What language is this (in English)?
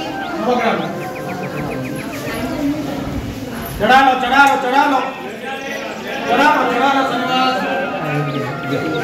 Odia